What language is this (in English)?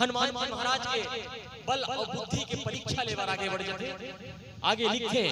Chhattisgarhi